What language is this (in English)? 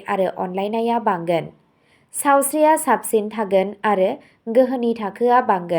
Bodo